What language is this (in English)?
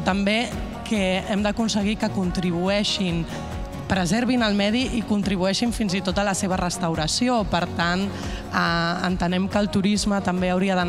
Catalan